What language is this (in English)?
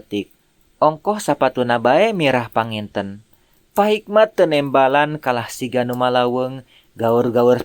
Sundanese